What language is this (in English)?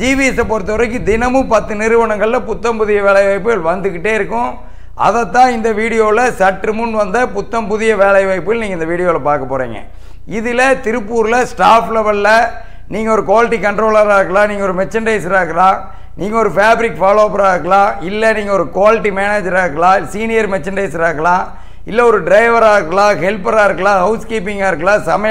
Tamil